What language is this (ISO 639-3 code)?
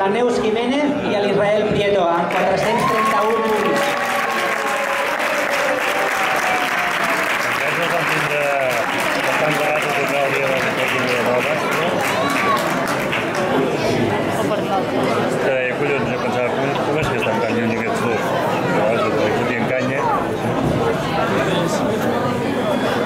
cat